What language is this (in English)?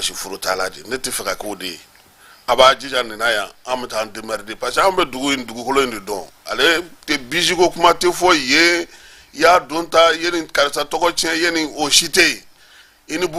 Bambara